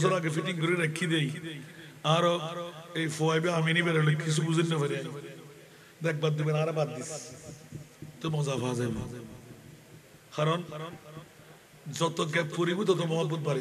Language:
Bangla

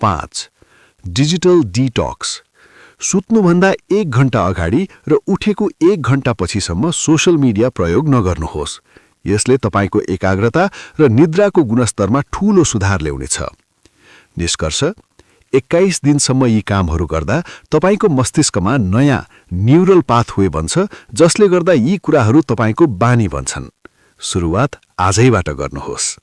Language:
Nepali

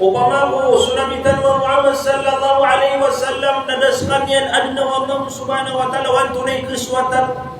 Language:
Maranao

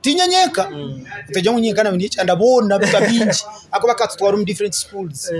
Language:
Nyankole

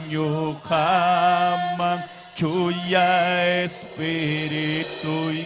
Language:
Ayacucho Quechua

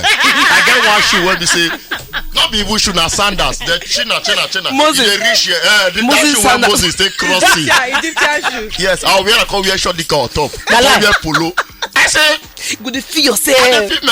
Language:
Nigerian Pidgin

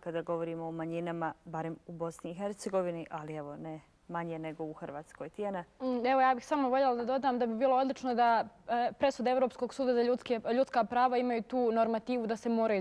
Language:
Bosnian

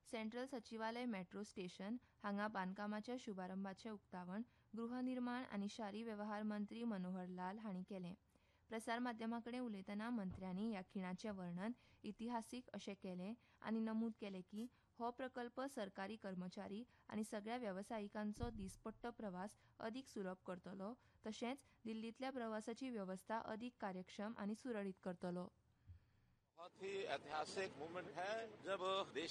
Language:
Konkani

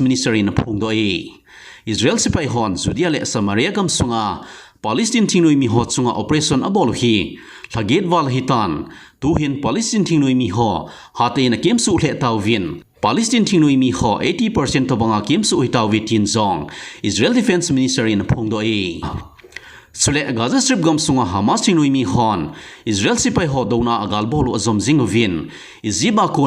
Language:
Thado Chin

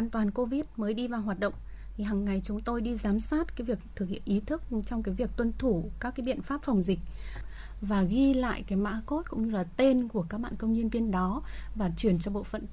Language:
Vietnamese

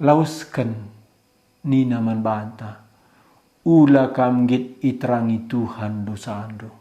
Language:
Batak Karo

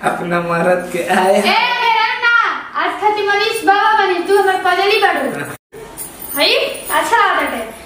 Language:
Bhojpuri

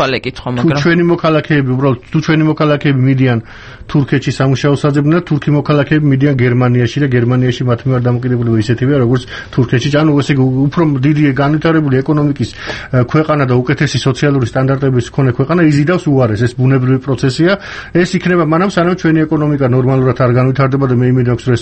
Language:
Georgian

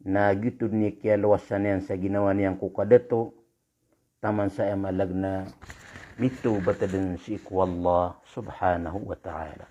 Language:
Maranao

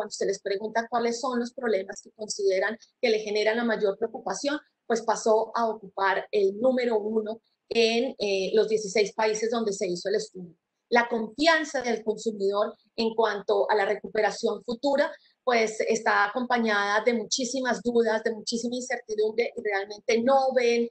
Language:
Spanish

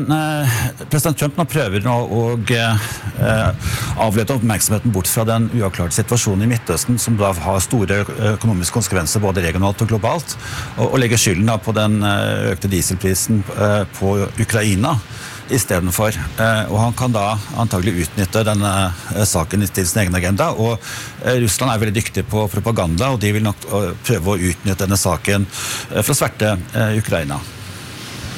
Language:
Norwegian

